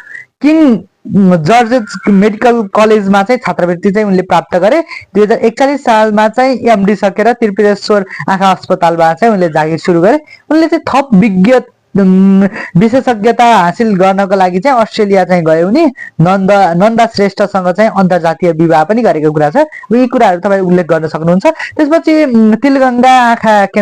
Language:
Nepali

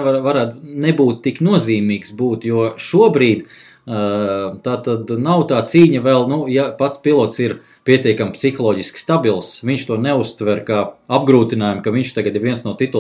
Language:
Latvian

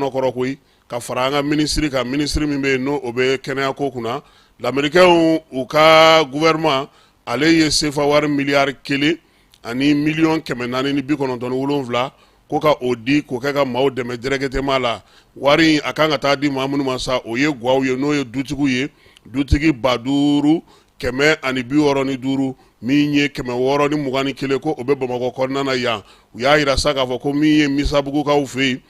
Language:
Bambara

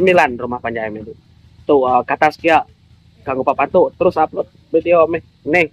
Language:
Iban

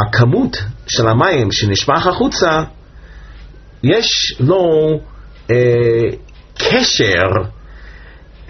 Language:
Hebrew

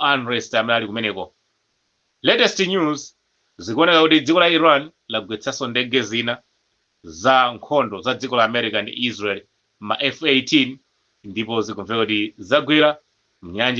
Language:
Nyanja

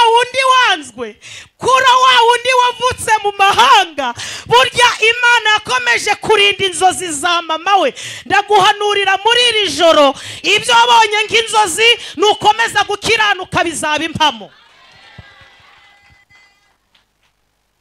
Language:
Kinyarwanda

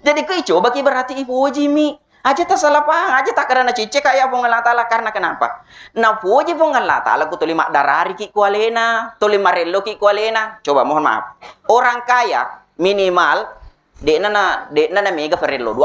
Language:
Buginese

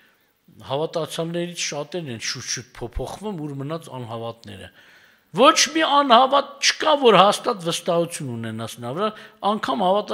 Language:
Armenian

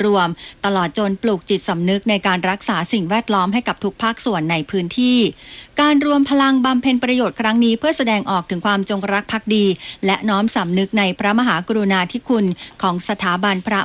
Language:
Thai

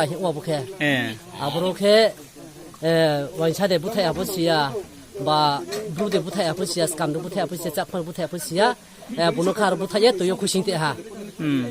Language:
Riang (India)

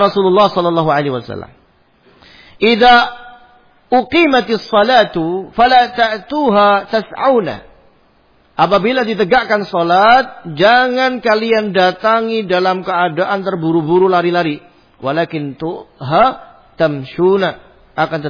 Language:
Indonesian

